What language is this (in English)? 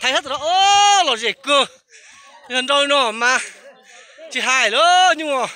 Hmong